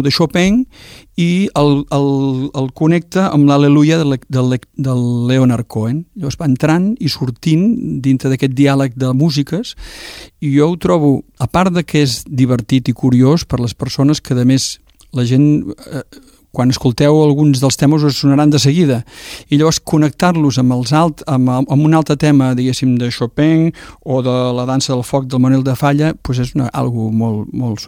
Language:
Catalan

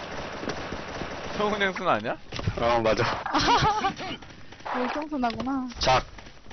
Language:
Korean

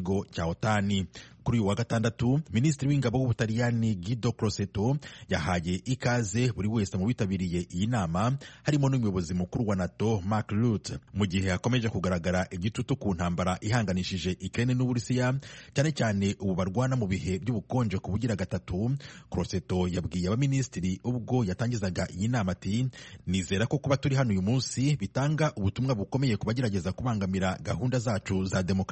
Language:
Kinyarwanda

